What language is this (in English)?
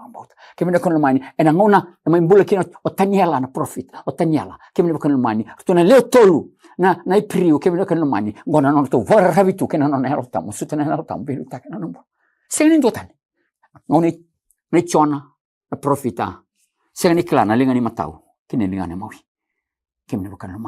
Fijian